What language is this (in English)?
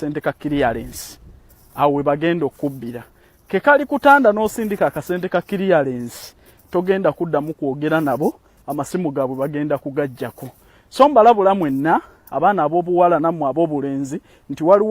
Ganda